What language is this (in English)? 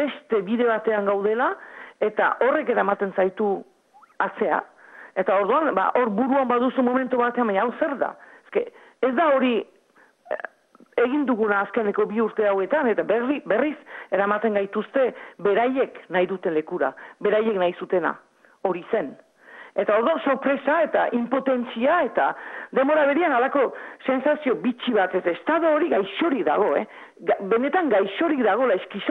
Basque